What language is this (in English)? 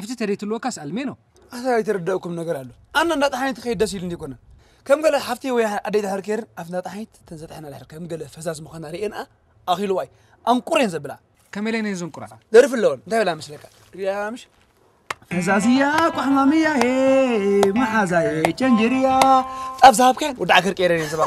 Tigrinya